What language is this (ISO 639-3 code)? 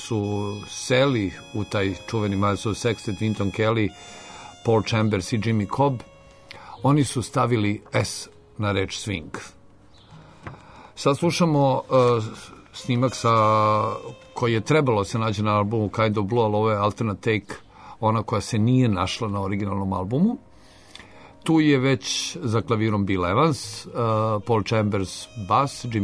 srp